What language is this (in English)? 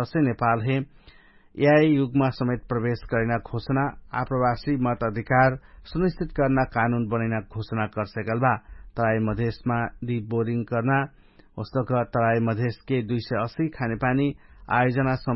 Dangaura Tharu